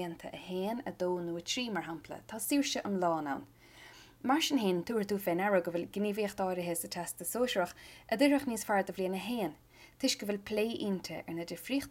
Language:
Irish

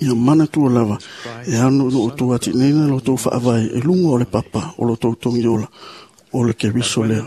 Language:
Samoan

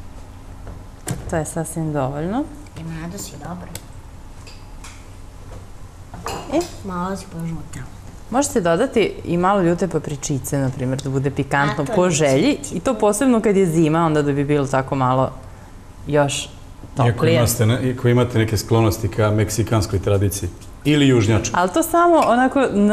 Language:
Serbian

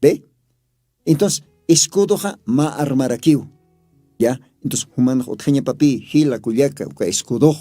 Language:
Aymara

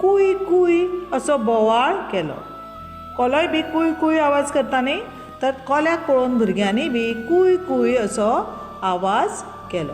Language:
Konkani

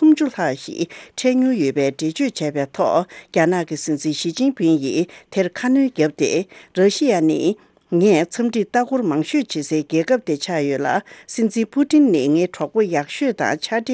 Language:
Tibetan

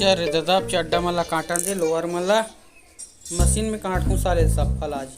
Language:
Chhattisgarhi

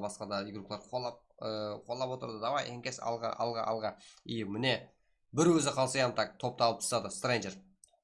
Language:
Kara-Kalpak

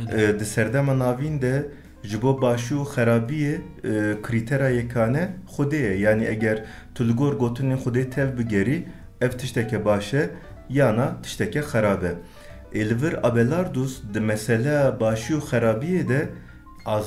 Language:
Kurdish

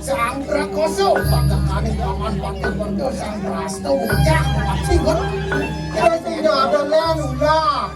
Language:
Balinese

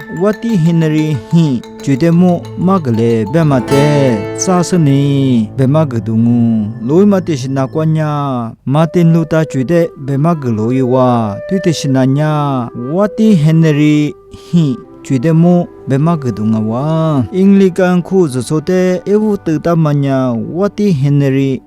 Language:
Lisu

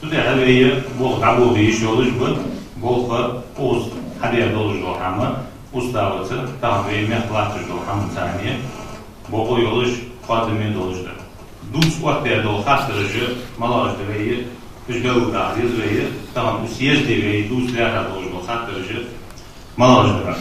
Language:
Ingush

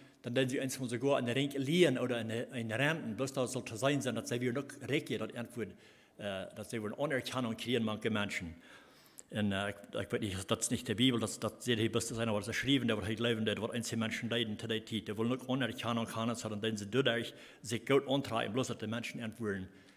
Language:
Plautdietsch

